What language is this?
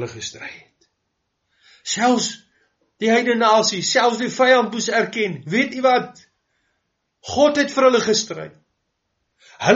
Afrikaans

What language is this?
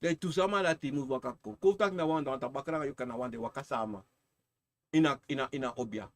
Sranan Tongo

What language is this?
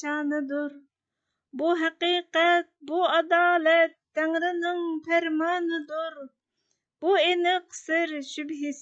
Uyghur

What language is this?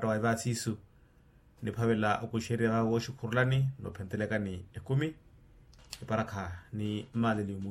Makhuwa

